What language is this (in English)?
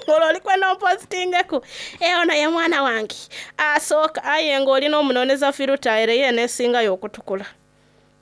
Soga